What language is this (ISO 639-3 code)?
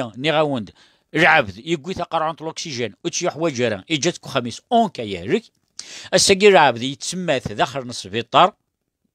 kab